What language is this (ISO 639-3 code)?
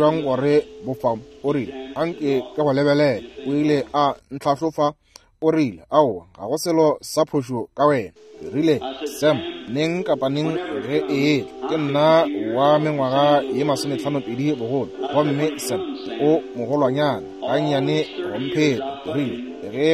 nso